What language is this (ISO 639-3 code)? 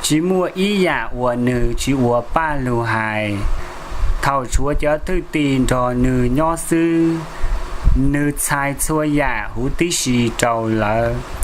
hmn